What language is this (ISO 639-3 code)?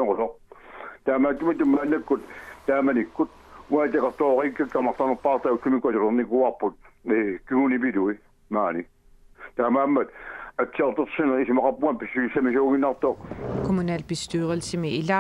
kal